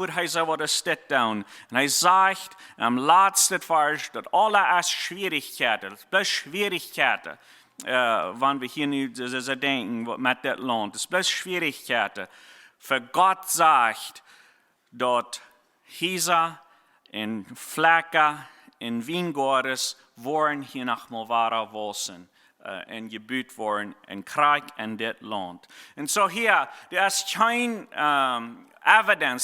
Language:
Plautdietsch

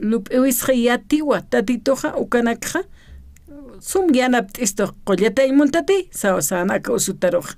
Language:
Aymara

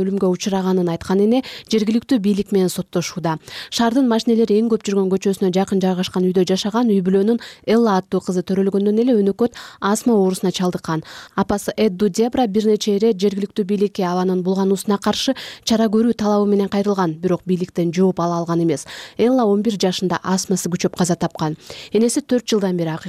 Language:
Kyrgyz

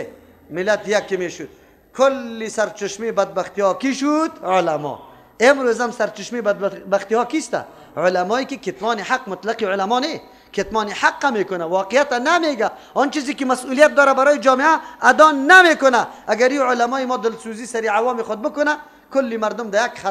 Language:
Persian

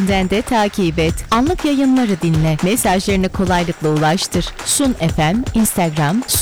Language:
Turkish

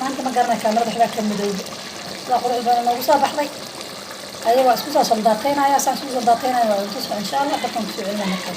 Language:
Somali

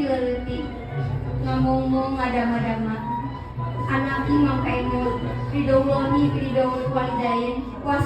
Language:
Sundanese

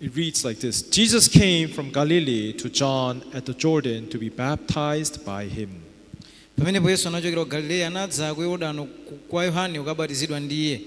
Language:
Nyanja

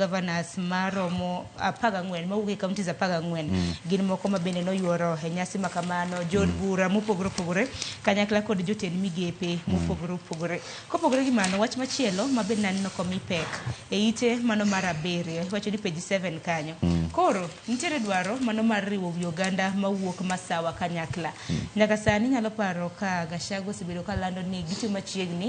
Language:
Luo (Kenya and Tanzania)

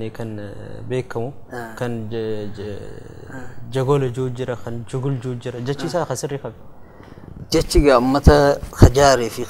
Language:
Oromo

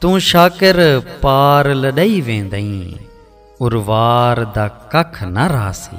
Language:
Saraiki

